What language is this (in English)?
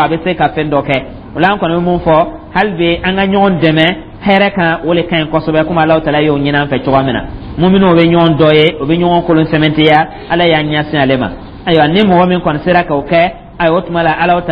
Dyula